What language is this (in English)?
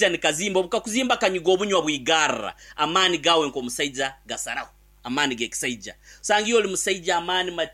Nyankole